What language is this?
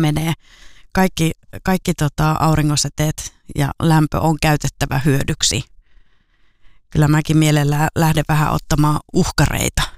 Finnish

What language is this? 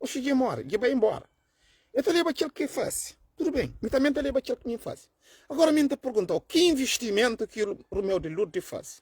Kabuverdianu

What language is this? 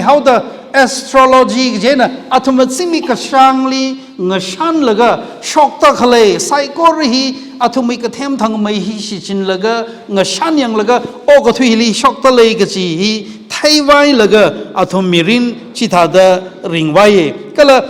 Tangkhul Naga (India)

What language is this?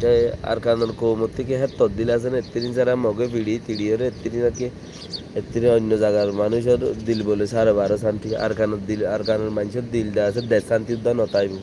Rohingya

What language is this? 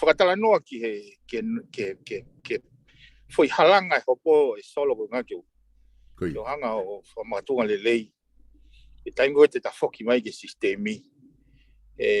Tongan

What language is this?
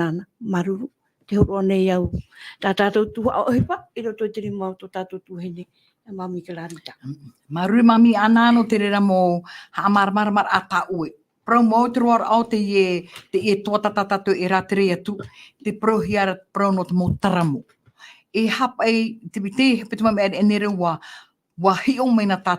Tahitian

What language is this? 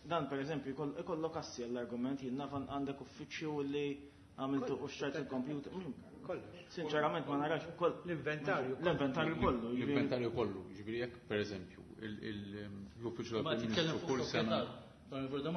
Maltese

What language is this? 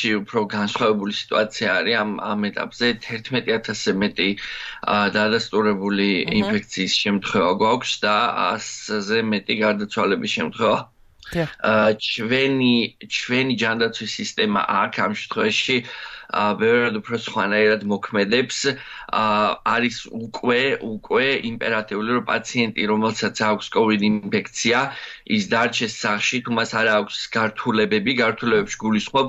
Georgian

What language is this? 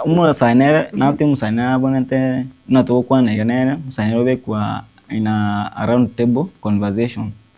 Gusii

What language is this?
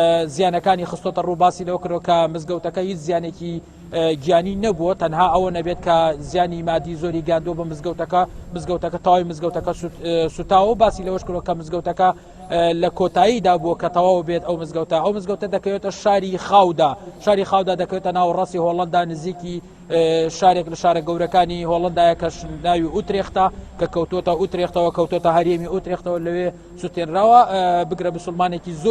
Central Kurdish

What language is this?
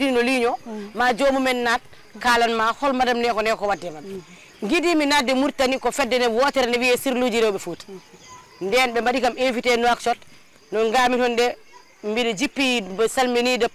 Fula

